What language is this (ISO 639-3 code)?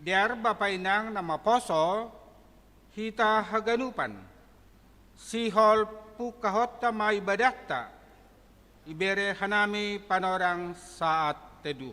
bts